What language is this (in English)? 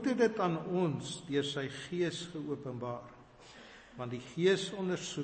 Afrikaans